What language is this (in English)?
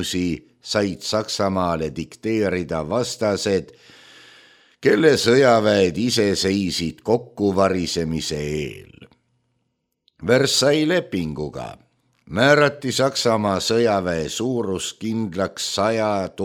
Estonian